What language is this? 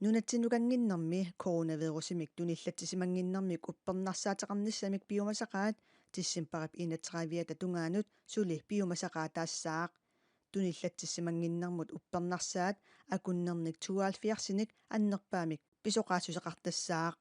Kalaallisut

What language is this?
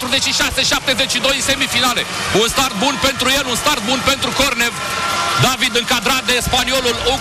Romanian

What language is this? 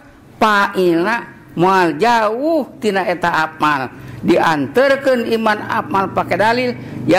Sundanese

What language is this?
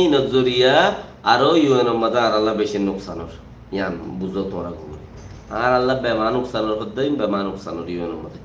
Rohingya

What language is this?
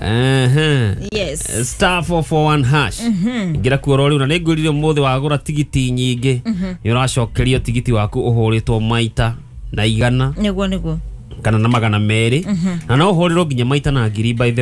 Kikuyu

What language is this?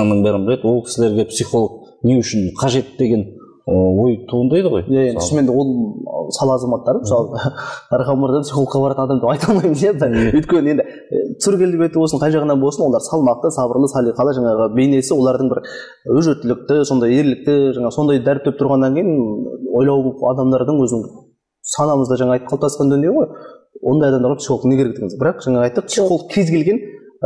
Kazakh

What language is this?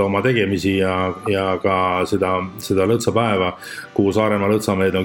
Estonian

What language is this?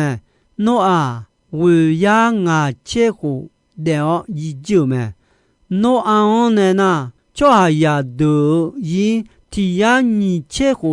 Akha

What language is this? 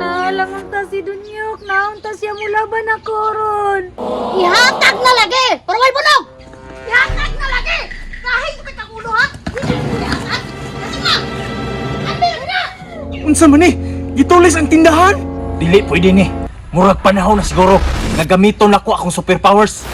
Cebuano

